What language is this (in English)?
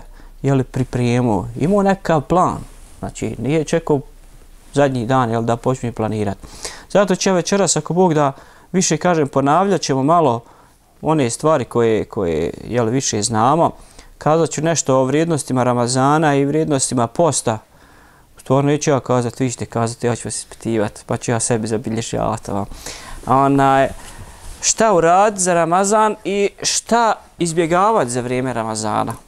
Bosnian